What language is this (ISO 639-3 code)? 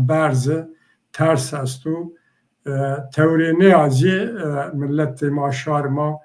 zza